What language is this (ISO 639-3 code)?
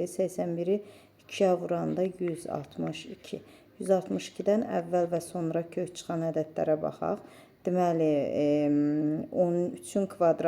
aze